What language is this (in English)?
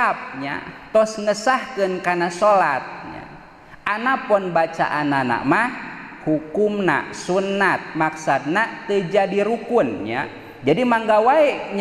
Sundanese